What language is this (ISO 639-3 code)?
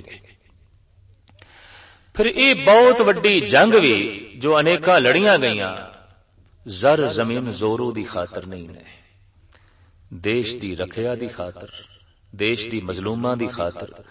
pan